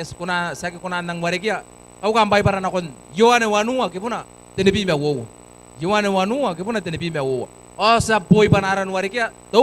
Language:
Gilbertese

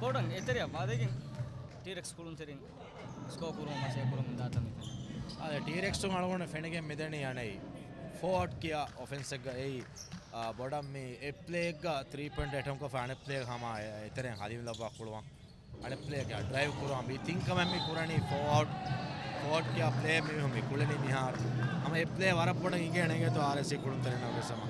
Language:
Divehi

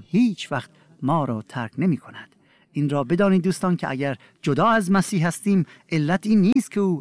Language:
Persian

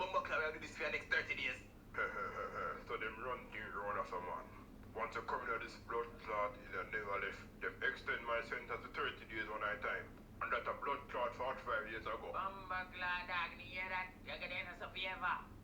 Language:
Jamaican Creole English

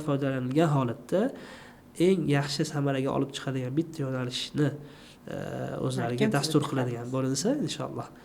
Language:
Uzbek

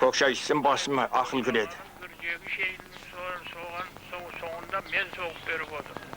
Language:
Kara-Kalpak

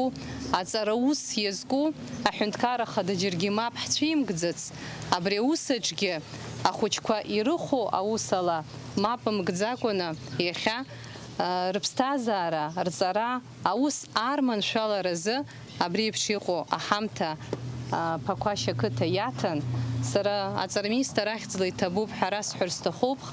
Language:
Abkhazian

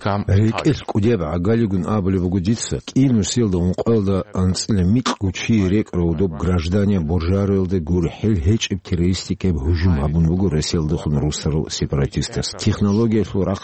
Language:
Avaric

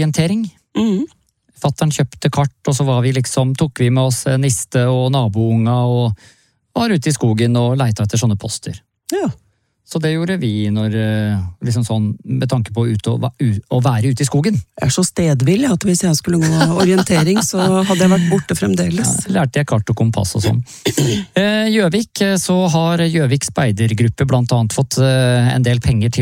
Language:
Norwegian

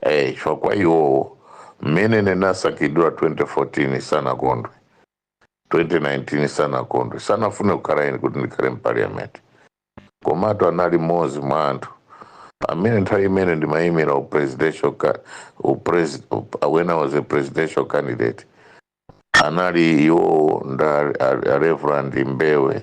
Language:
Nyanja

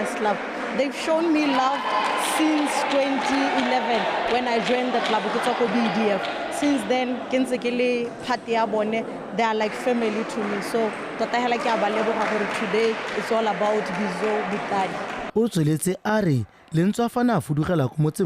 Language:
Tswana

